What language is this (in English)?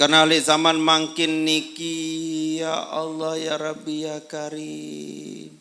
Sasak